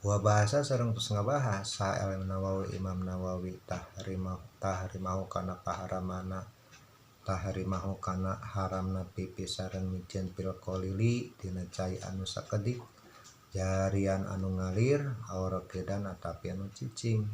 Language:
Sundanese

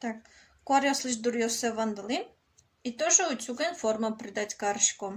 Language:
Udmurt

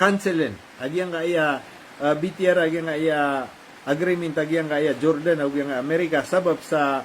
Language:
Maranao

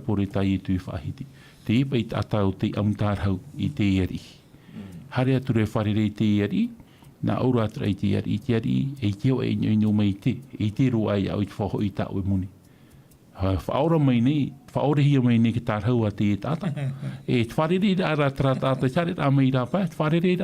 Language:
Tahitian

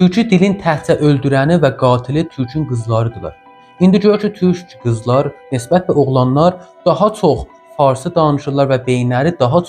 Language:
Azerbaijani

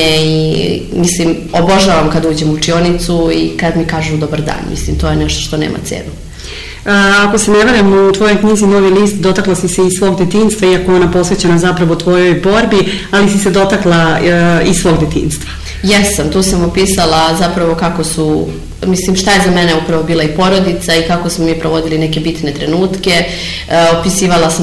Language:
Serbian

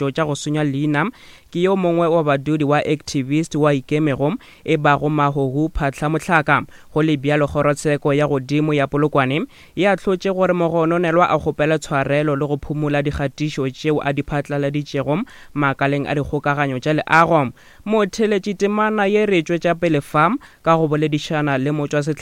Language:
Northern Sotho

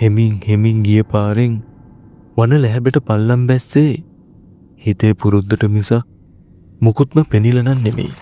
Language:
Sinhala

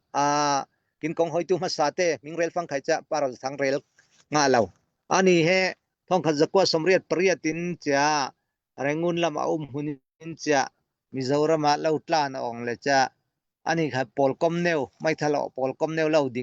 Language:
Falam Chin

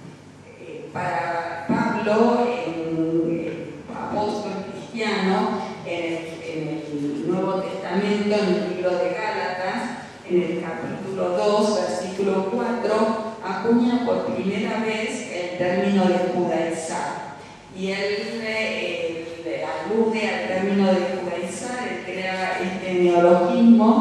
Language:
Ladino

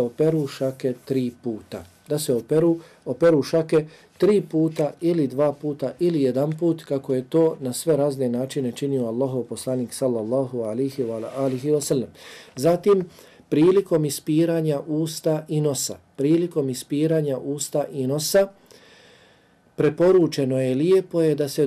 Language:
Bosnian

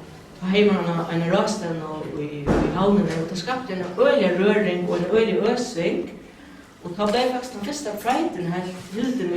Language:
Faroese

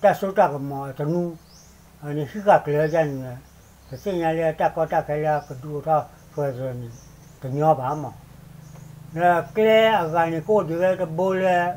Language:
S'gaw Karen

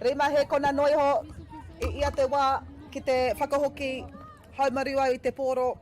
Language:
Māori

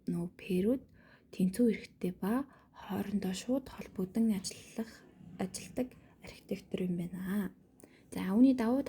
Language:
Mongolian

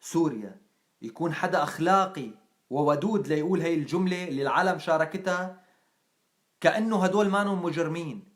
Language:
North Levantine Arabic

